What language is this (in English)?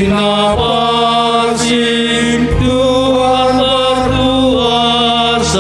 Batak Simalungun